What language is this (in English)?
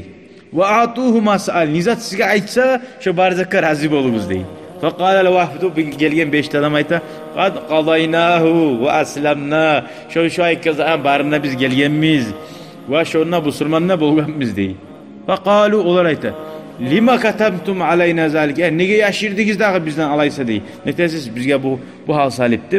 Kumyk